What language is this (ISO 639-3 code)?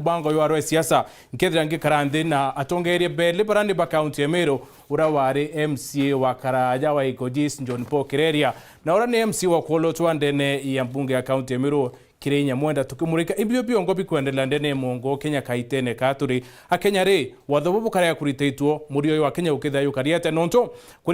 mer